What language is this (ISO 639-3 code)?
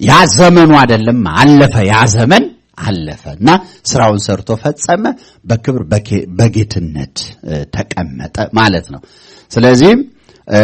amh